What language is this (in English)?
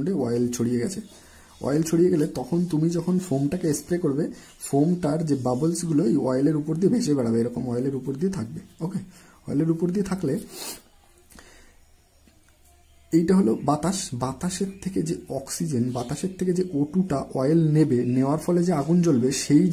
Bangla